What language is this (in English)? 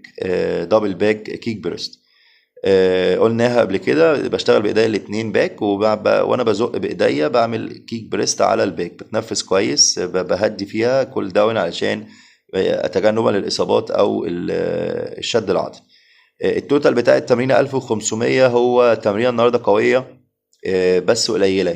Egyptian Arabic